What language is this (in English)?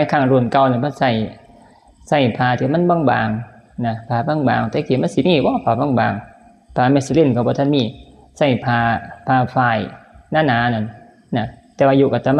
Northeastern Thai